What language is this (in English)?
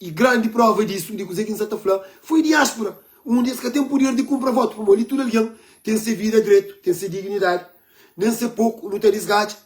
Kabuverdianu